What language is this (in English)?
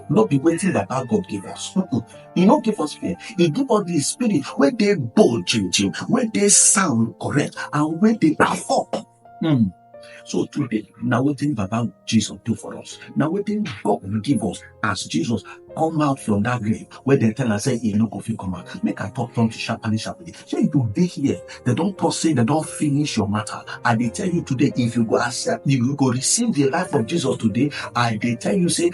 Nigerian Pidgin